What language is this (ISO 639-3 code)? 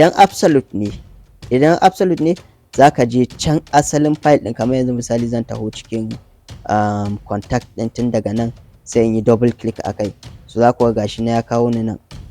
hau